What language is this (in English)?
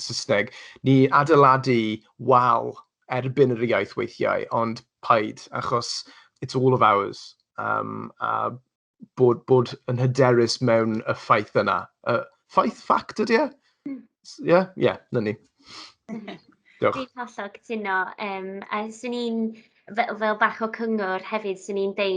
Welsh